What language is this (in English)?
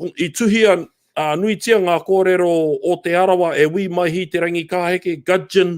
Māori